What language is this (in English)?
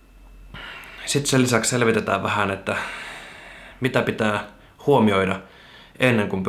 Finnish